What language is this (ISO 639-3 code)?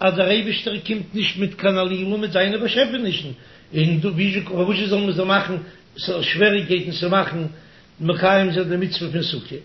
yid